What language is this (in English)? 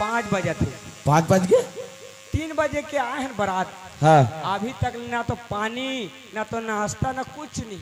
Chhattisgarhi